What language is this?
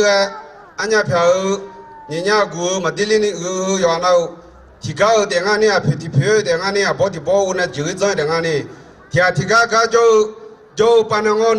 Akha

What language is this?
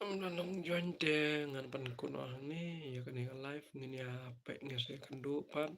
Khasi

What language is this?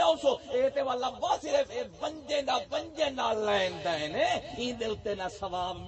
Saraiki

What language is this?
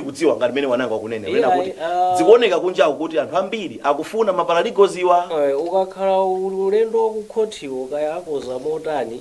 Nyanja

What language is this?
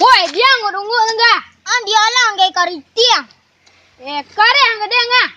Minangkabau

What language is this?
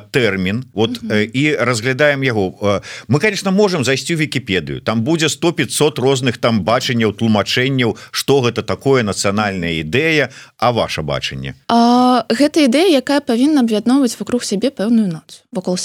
Belarusian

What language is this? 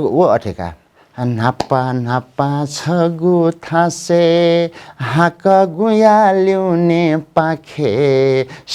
Newari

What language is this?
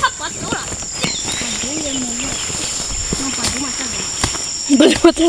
Lahu Shi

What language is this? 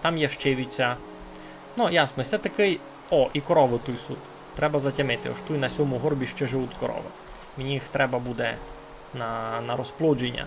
Rusyn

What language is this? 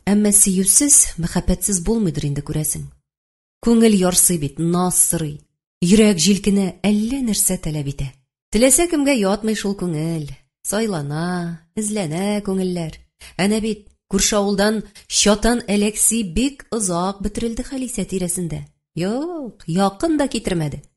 Tatar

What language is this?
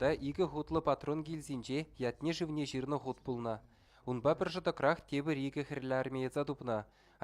Chuvash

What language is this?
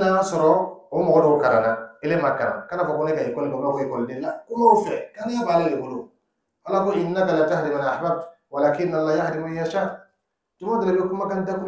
Dyula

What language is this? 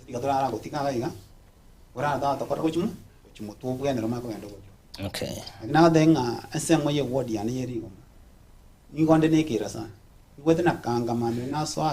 Gusii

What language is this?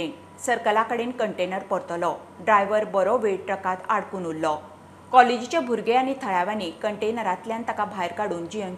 Konkani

